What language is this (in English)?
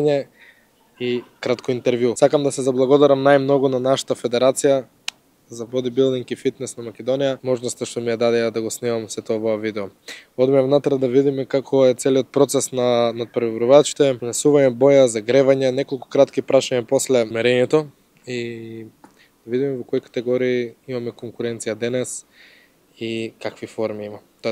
Macedonian